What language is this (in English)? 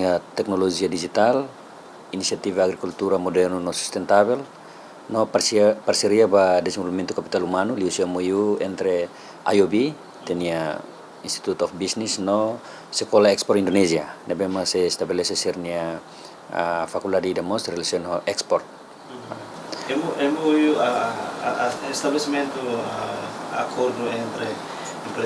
Tetum